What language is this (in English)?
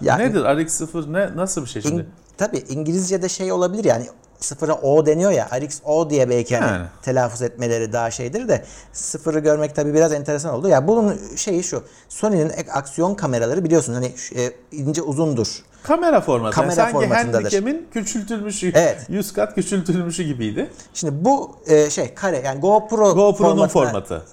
Turkish